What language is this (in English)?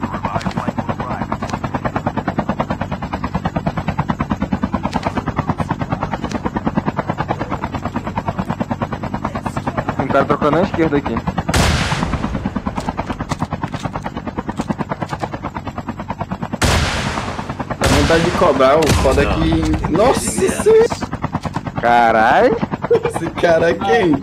Portuguese